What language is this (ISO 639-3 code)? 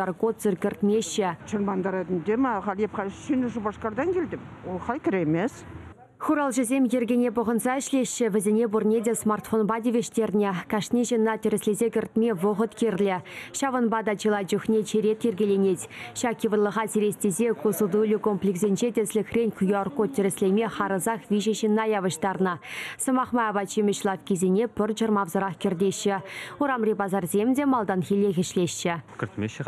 chv